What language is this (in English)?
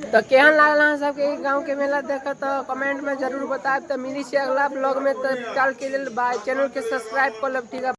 Maithili